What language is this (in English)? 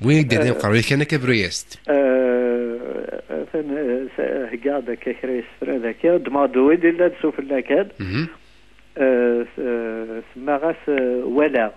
Kabyle